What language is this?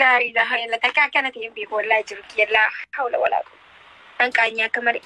Oromo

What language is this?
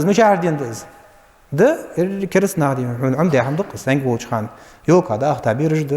Ingush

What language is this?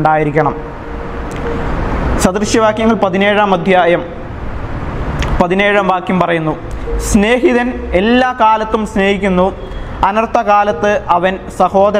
Malayalam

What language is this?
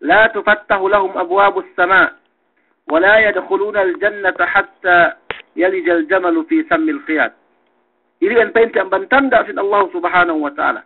Yakan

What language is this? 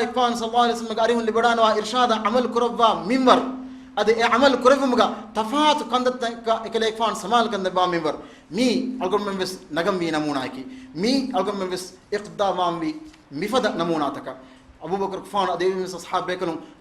Divehi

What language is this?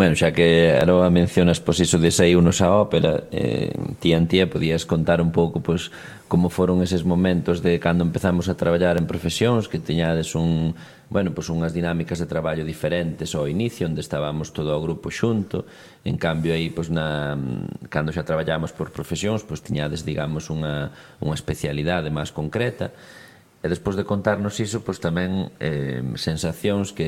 Galician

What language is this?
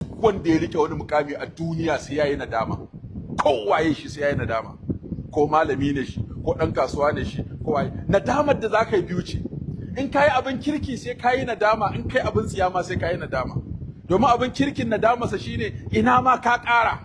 Hausa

